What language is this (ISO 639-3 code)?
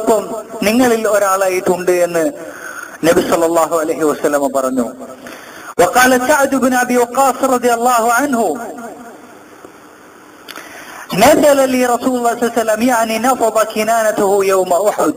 mal